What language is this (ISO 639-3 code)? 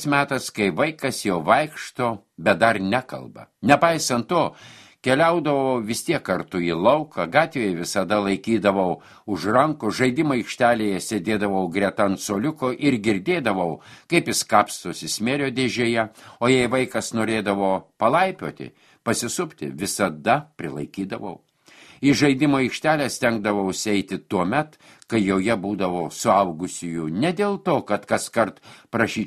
lit